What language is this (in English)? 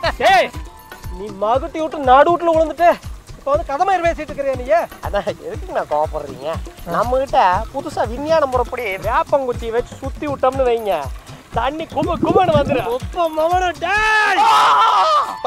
Tamil